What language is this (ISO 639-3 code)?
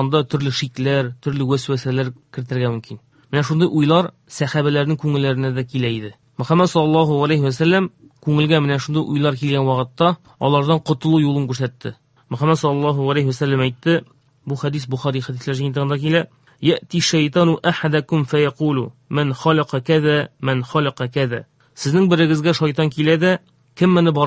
tat